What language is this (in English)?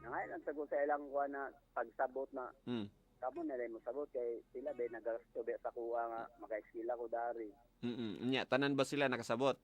Cebuano